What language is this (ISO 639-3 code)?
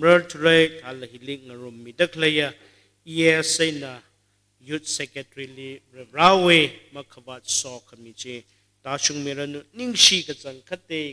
nmf